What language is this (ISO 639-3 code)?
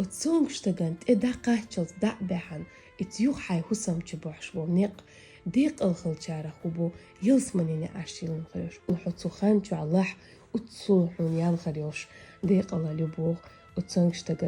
che